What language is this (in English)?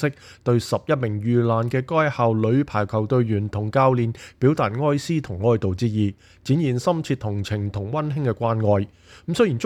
Cantonese